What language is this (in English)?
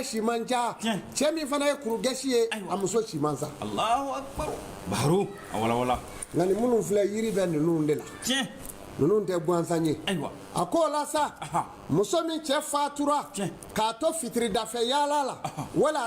Bambara